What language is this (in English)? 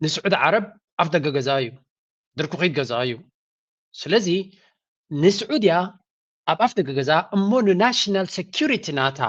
Tigrinya